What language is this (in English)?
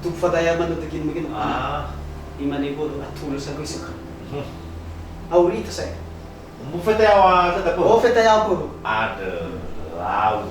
Nias